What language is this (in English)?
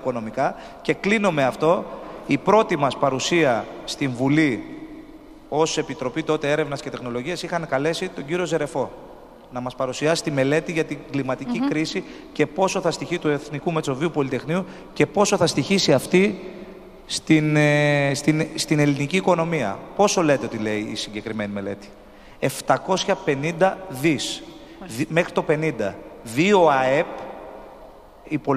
Greek